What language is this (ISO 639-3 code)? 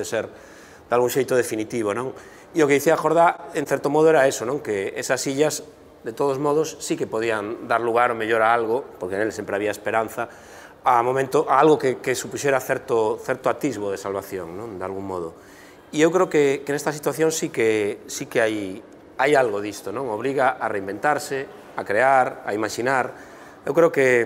glg